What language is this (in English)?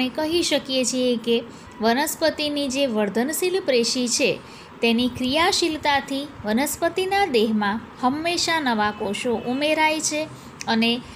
Gujarati